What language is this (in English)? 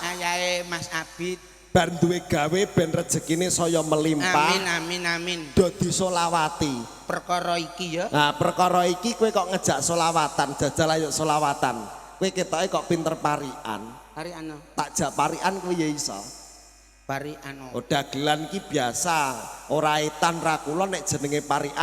Javanese